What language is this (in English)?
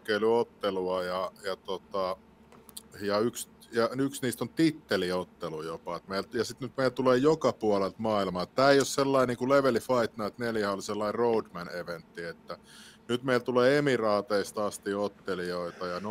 Finnish